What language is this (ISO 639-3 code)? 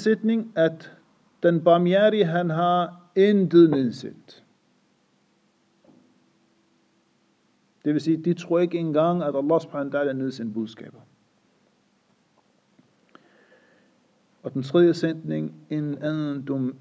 dan